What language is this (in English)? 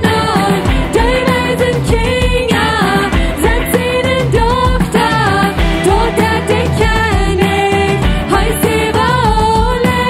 Plautdietsch